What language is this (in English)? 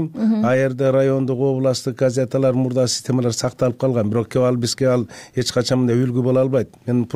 Kyrgyz